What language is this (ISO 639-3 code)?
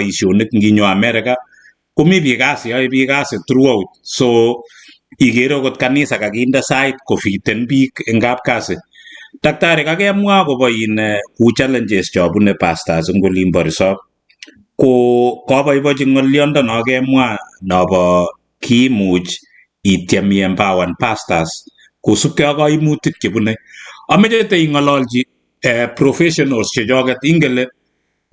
kln